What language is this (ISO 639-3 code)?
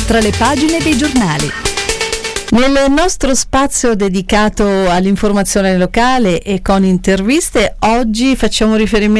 ita